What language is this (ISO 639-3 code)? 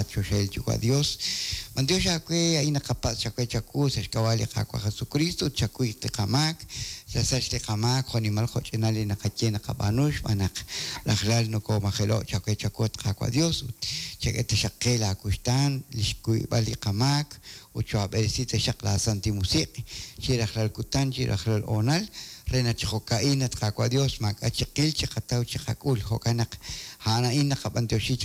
kek